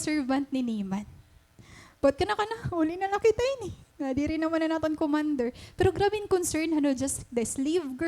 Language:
Waray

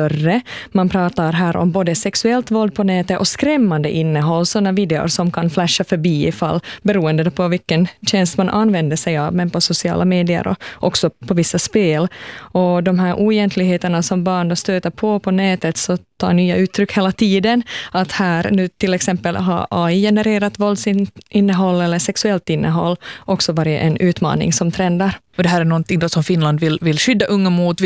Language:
Swedish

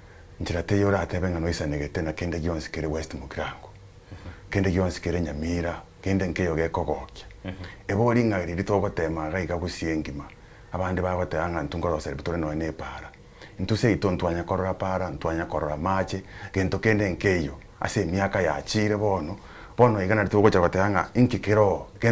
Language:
Gusii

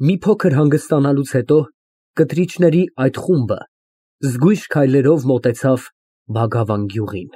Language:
Armenian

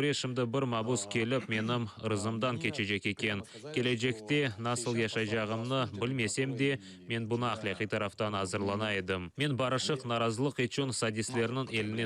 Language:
Crimean Tatar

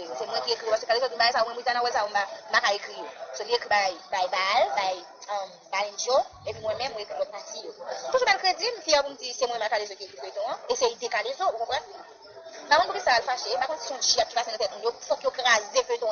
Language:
Haitian Creole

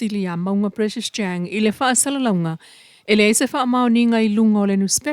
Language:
Samoan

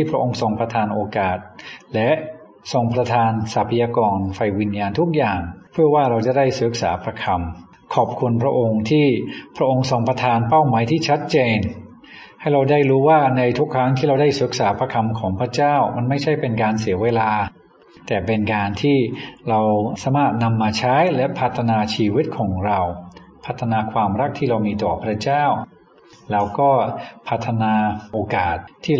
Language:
Thai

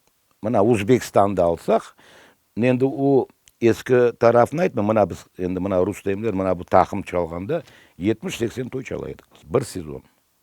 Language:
Crimean Tatar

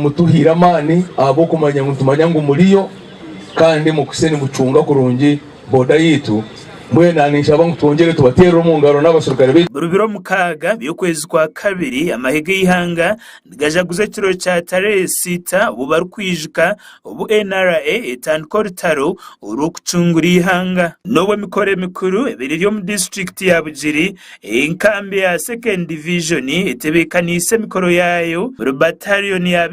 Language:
Nyankole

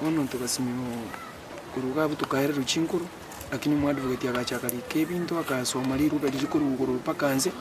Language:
Gusii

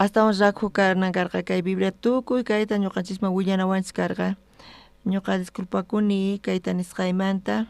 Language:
South Bolivian Quechua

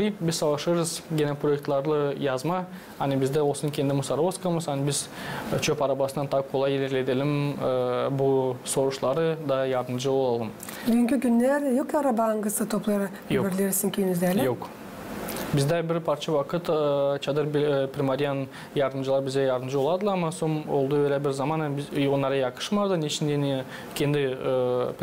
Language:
Gagauz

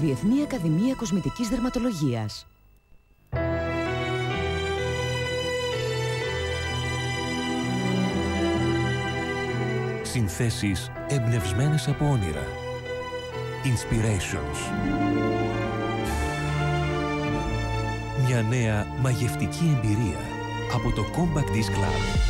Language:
Greek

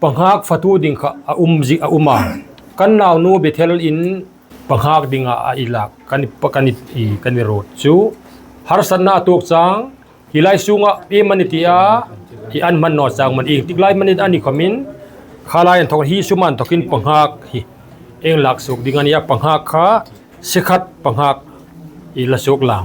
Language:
Hmar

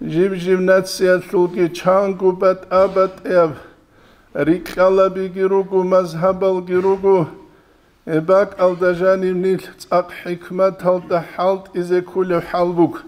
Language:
Avaric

